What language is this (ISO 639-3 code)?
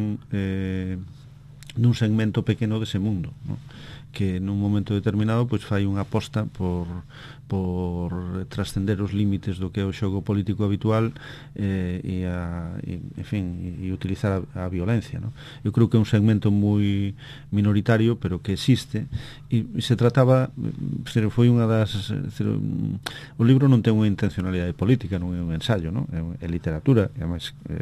glg